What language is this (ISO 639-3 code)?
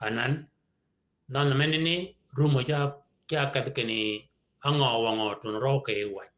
shk